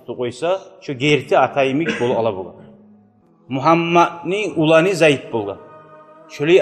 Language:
Kumyk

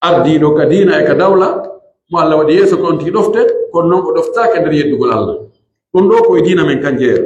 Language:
Pular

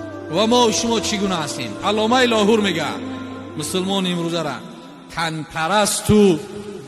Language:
Tajik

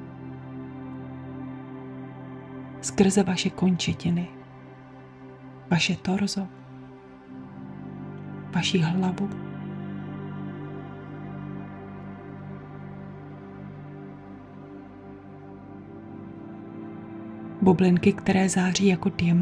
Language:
Czech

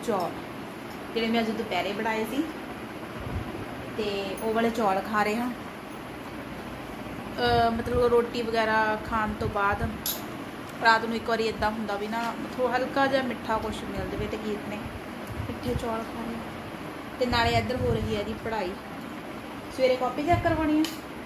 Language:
Punjabi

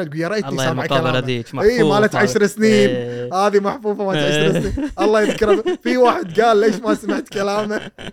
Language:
Gulf Arabic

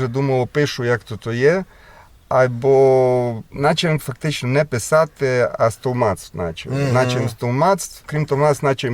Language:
Rusyn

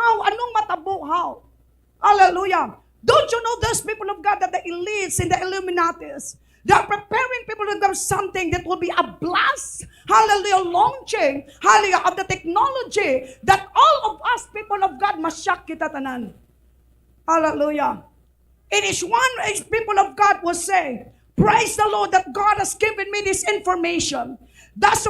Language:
Hiligaynon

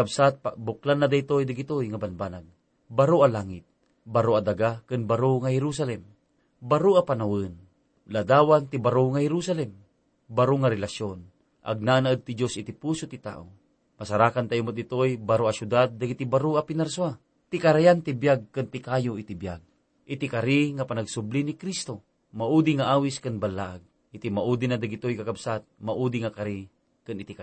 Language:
Iloko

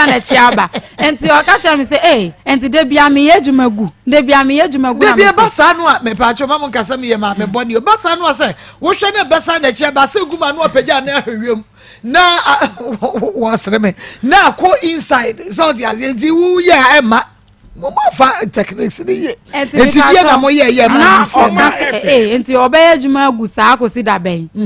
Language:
Akan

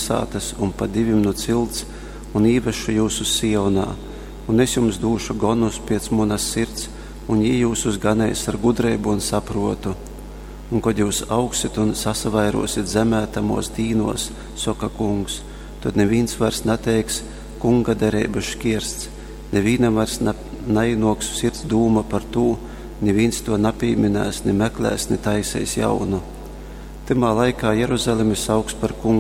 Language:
Latgalian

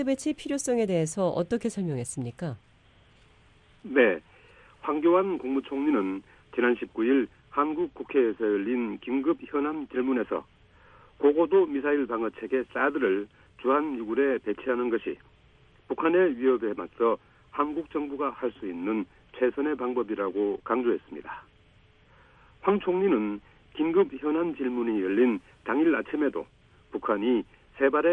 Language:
Korean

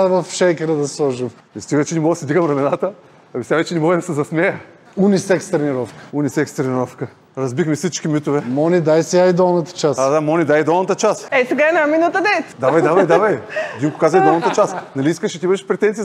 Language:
Bulgarian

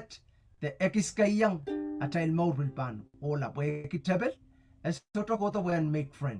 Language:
Pohnpeian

